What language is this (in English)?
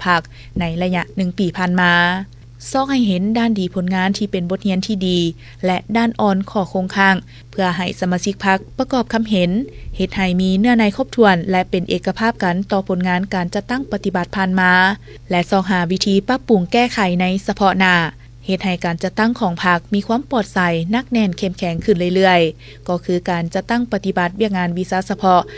Lao